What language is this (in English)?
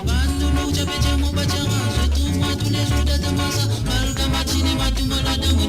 Morisyen